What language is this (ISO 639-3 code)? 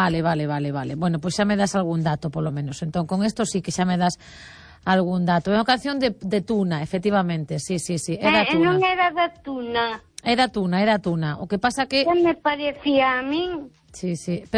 glg